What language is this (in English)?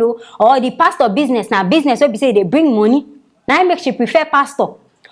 Nigerian Pidgin